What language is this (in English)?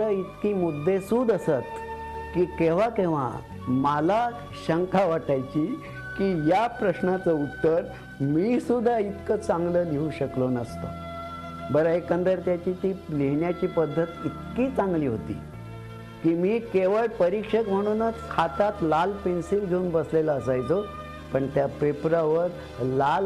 Marathi